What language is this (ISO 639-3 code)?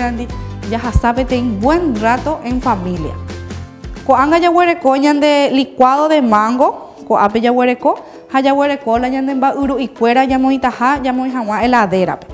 grn